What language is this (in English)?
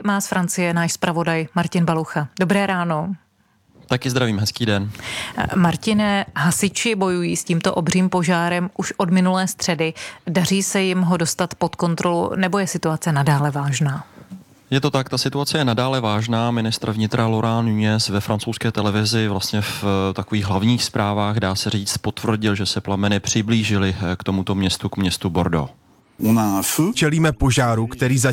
Czech